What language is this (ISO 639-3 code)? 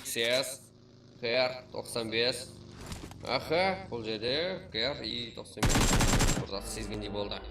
kaa